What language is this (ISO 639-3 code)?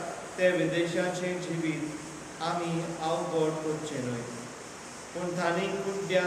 kok